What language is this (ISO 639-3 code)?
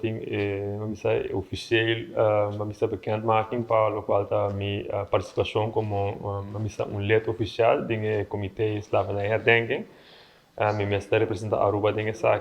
pap